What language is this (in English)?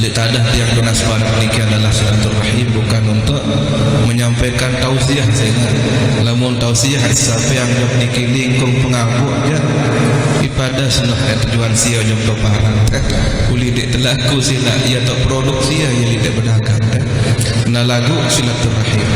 Sasak